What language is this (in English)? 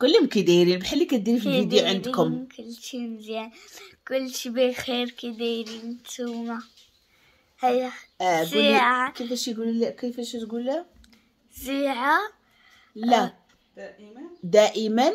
Moroccan Arabic